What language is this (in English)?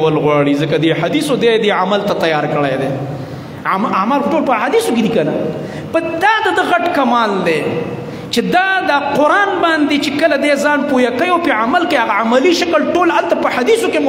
Pashto